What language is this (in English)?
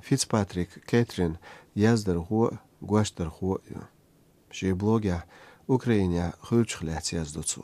Chechen